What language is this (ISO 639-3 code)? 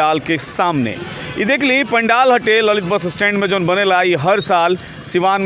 bho